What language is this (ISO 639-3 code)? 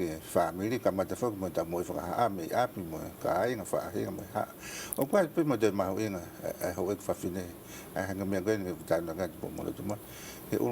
ton